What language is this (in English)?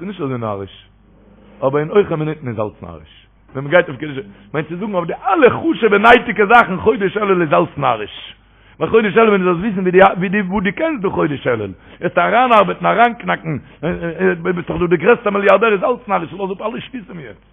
Yiddish